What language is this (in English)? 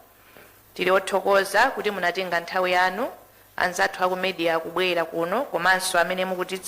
Nyanja